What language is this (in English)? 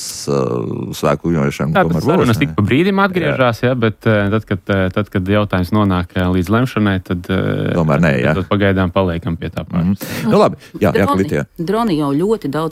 Latvian